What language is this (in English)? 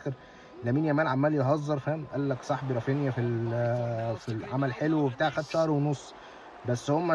Egyptian Arabic